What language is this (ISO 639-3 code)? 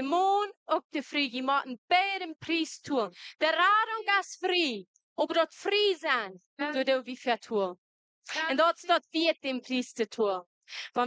pdt